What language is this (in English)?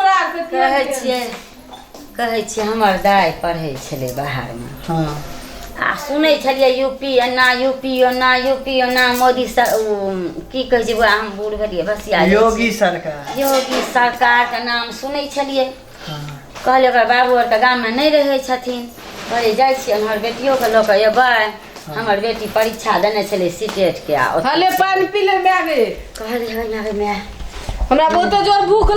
Maithili